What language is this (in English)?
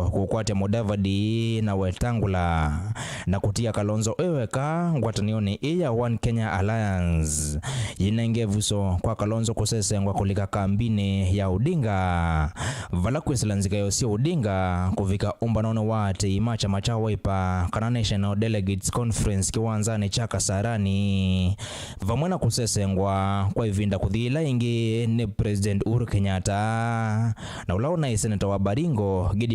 Kamba